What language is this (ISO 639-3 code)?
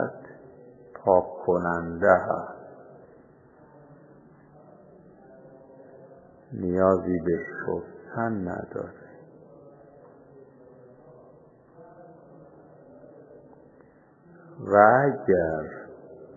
fas